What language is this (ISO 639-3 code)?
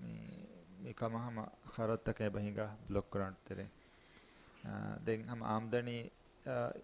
div